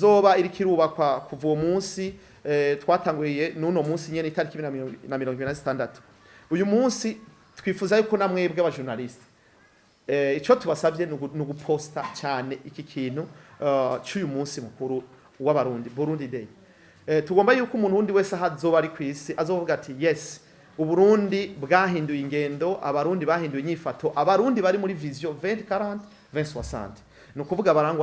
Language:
Rundi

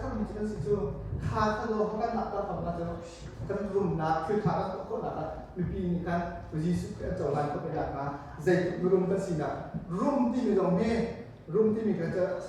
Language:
Hakha Chin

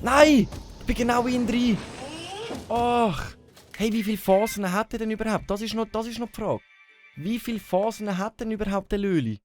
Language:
Swiss German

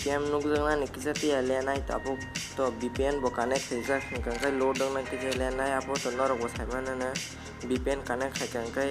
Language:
Kok Borok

